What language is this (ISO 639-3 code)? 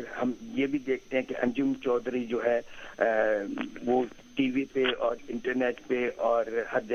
urd